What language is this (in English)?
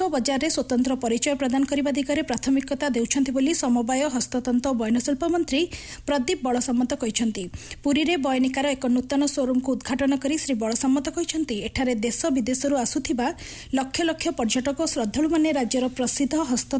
Odia